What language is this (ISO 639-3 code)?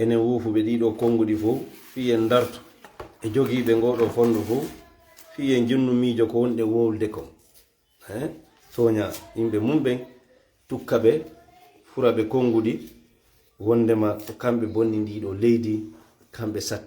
ful